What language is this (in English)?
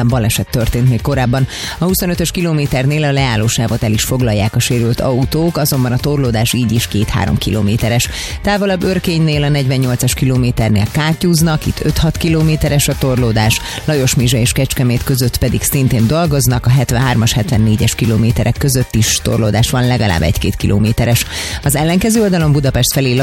Hungarian